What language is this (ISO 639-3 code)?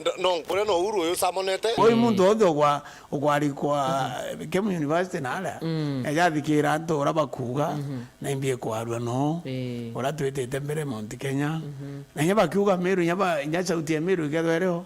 mer